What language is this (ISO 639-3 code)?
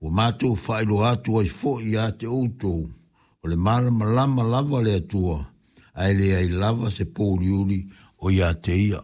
smo